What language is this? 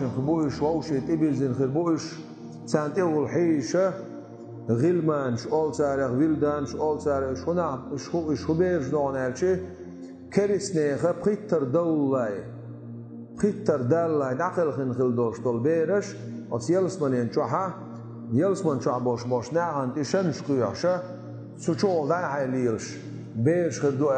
Chechen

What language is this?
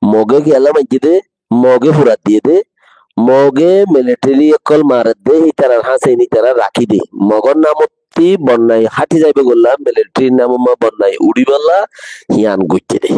Rohingya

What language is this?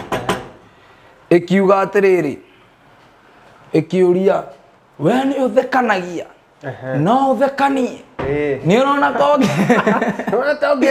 Kikuyu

